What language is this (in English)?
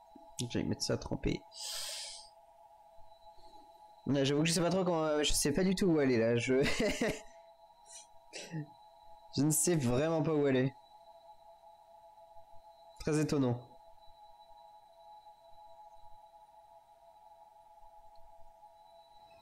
French